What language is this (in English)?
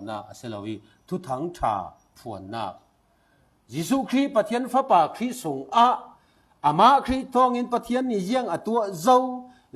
Falam Chin